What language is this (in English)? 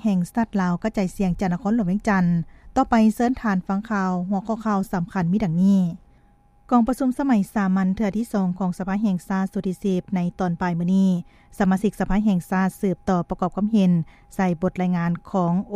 Lao